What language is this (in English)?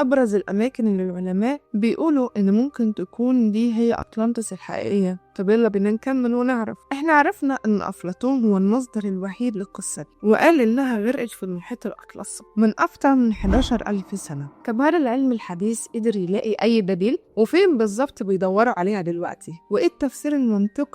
Egyptian Arabic